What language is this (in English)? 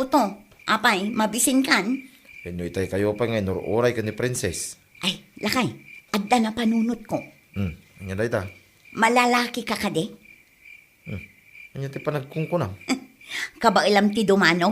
Iloko